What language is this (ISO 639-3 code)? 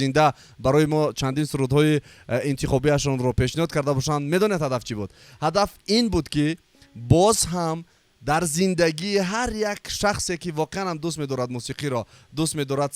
tgk